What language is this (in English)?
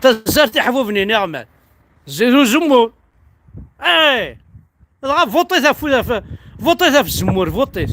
Kabyle